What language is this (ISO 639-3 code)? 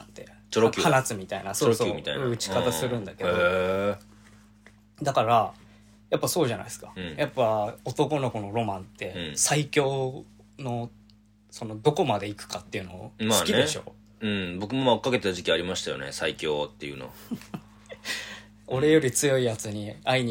jpn